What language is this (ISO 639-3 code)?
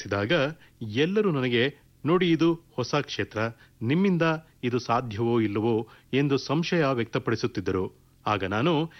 kan